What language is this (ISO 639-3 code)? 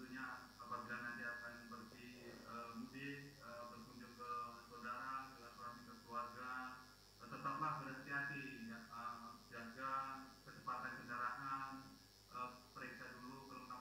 ind